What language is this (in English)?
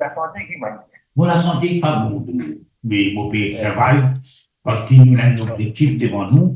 Morisyen